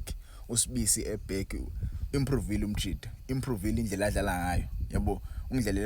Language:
Zulu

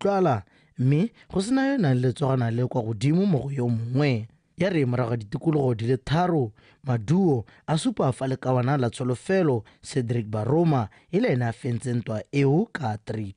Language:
Tswana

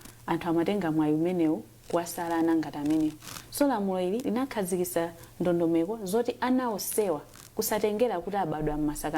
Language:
Nyanja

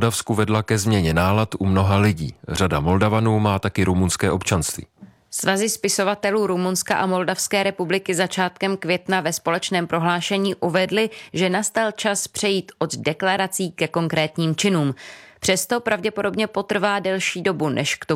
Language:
Czech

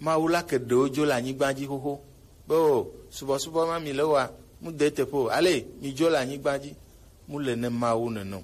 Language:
Gen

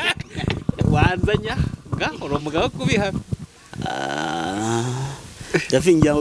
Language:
Kinyarwanda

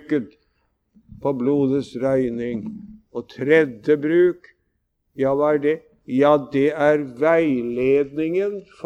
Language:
Norwegian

